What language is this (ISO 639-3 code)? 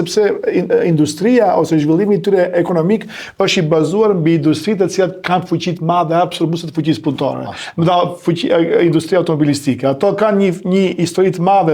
sqi